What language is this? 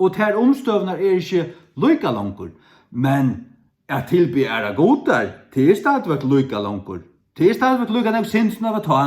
Faroese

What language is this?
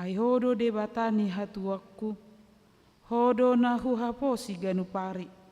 Batak Toba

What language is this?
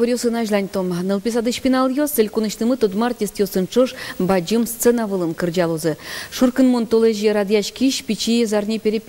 Udmurt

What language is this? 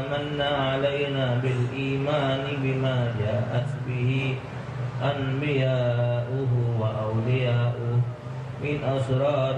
Musi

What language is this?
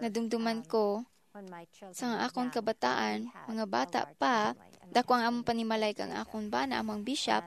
Hiligaynon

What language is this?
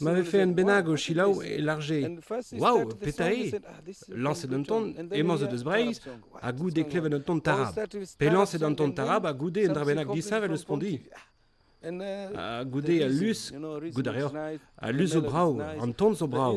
Breton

